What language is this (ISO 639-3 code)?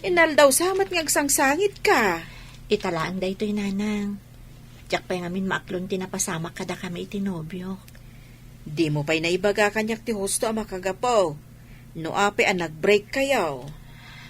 ilo